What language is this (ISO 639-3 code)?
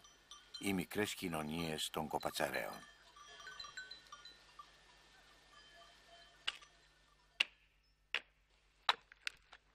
ell